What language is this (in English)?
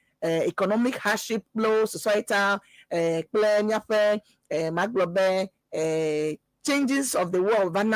Ewe